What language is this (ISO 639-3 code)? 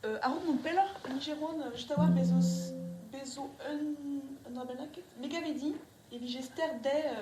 bre